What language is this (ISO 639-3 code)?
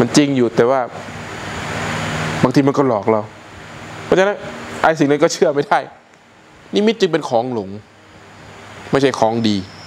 tha